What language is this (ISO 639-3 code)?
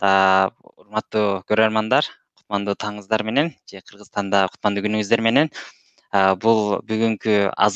kir